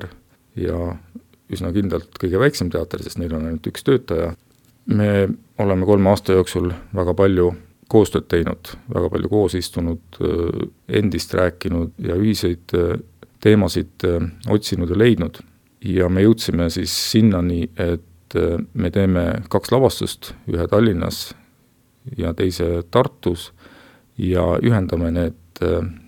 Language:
Estonian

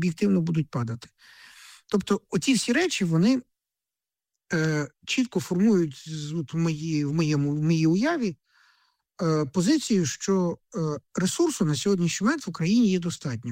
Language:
Ukrainian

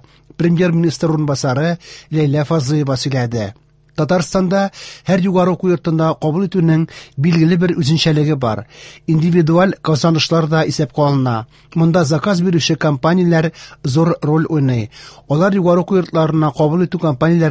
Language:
Tatar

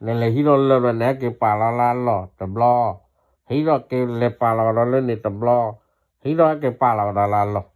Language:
S'gaw Karen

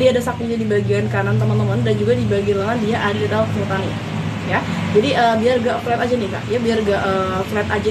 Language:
Indonesian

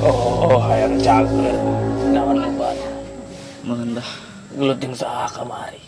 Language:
Sundanese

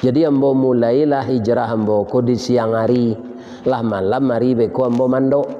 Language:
Minangkabau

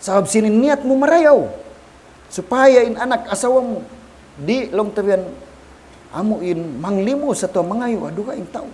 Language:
Tausug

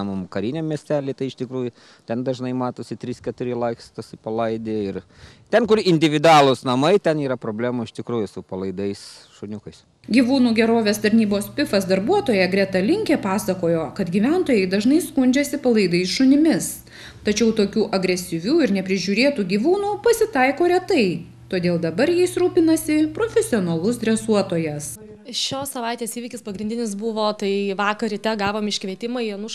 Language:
Lithuanian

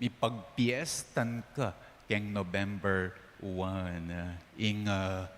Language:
Pampanga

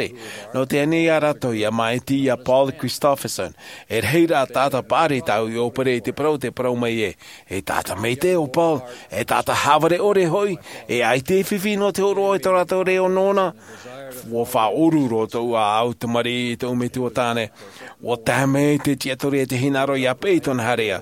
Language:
Tahitian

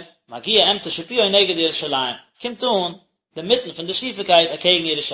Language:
Yiddish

